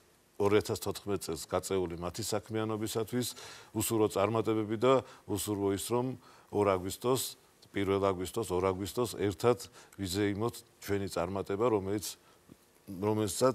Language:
Georgian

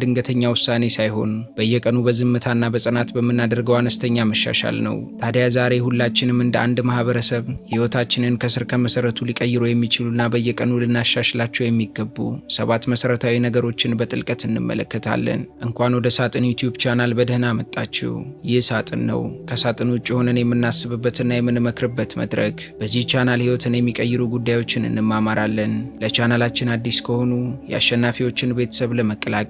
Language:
Amharic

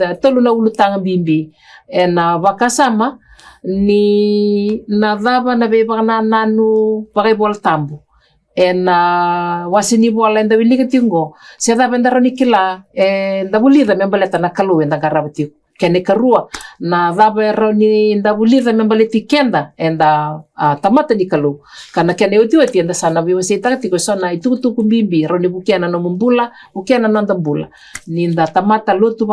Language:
Fijian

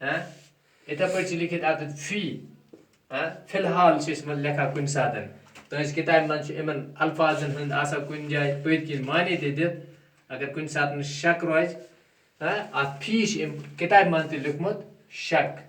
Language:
Kashmiri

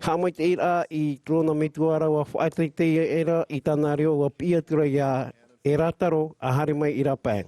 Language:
Tahitian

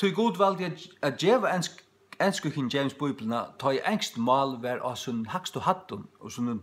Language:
Faroese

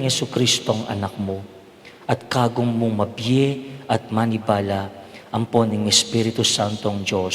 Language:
Pampanga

